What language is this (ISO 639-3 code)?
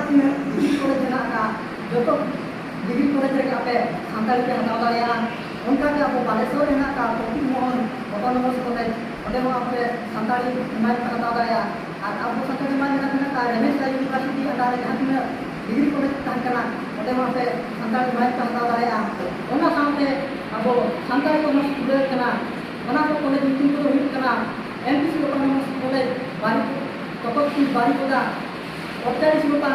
sat